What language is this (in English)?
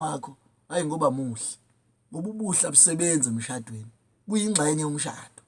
Zulu